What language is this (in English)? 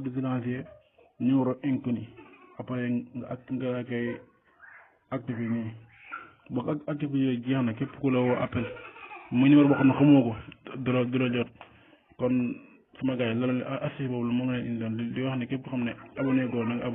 Wolof